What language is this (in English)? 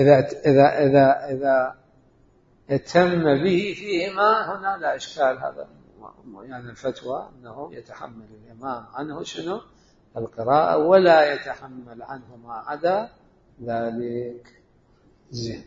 Mesopotamian Arabic